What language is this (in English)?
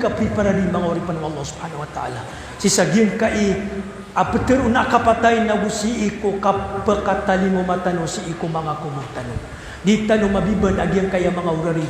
Maranao